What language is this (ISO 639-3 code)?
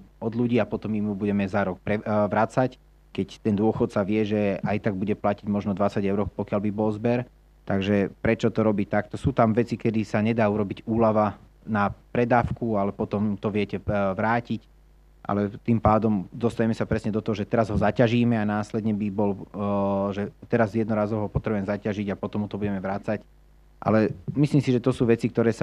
slk